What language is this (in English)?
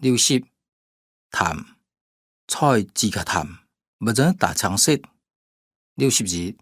Hakka Chinese